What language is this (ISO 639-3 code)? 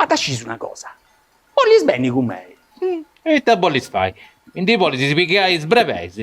srd